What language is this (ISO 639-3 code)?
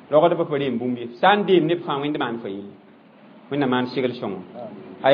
mos